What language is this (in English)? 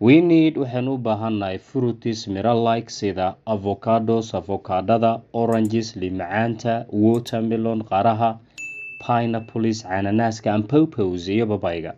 Somali